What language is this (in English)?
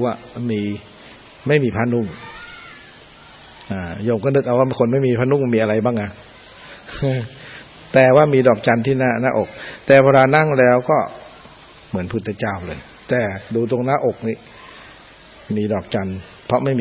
Thai